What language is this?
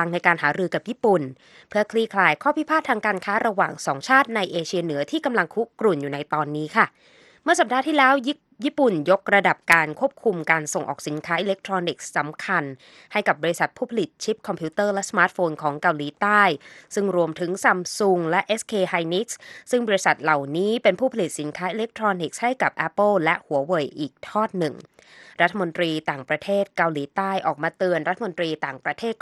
Thai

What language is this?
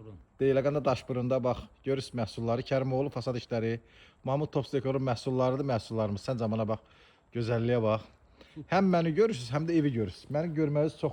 Azerbaijani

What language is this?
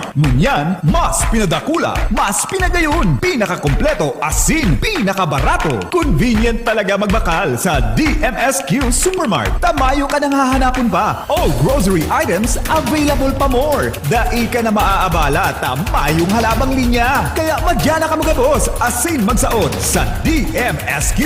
Bikol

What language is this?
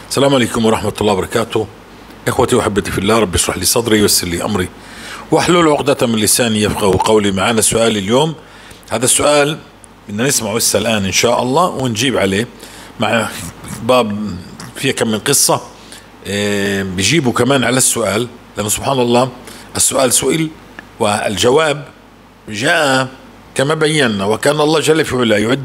North Levantine Arabic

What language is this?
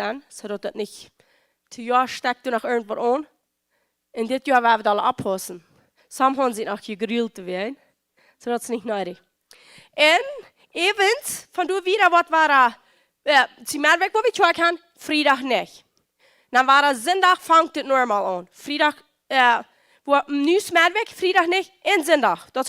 Plautdietsch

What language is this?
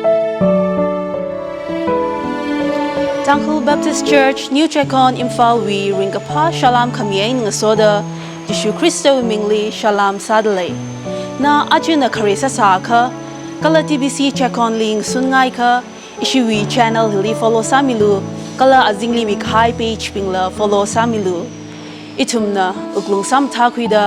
Tangkhul Naga (India)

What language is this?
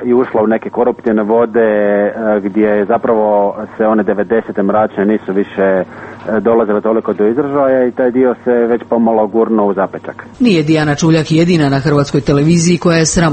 Croatian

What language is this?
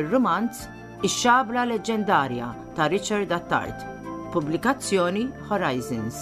Maltese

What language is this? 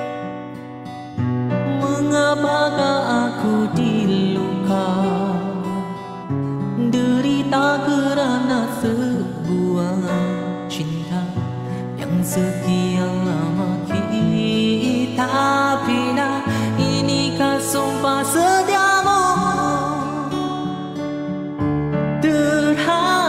Malay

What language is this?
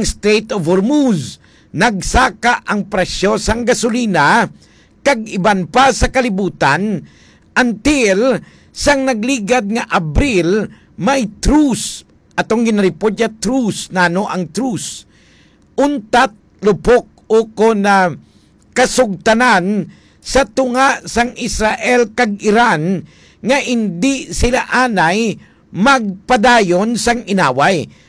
Hiligaynon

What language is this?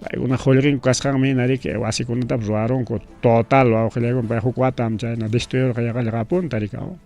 Ayacucho Quechua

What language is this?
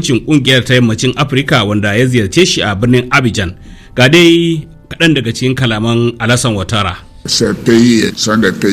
Hausa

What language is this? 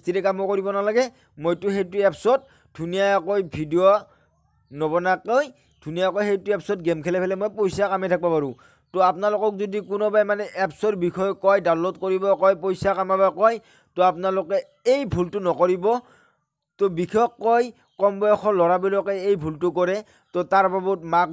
Assamese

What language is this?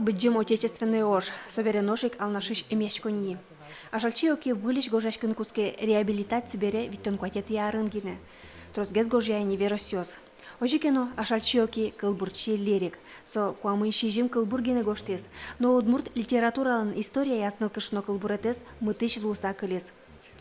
Udmurt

